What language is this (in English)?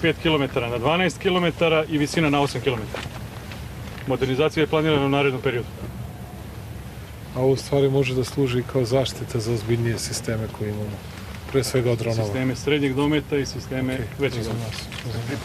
Serbian